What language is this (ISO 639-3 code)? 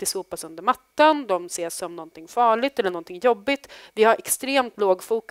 swe